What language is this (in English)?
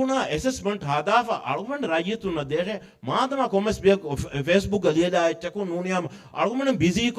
Divehi